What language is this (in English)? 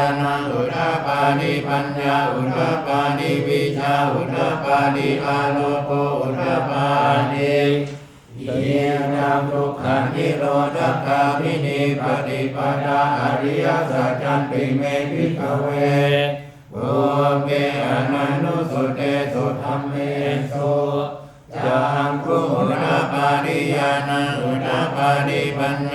Pali